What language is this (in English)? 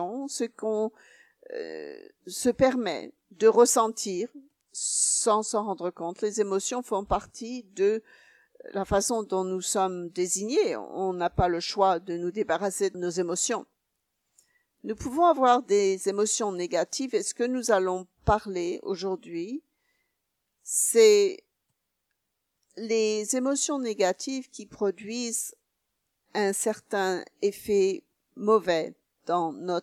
French